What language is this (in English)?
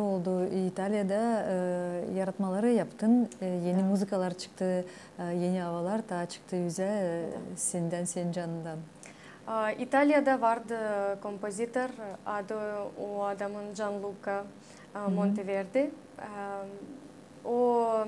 Gagauz